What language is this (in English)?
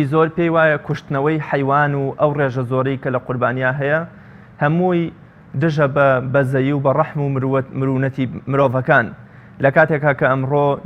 Central Kurdish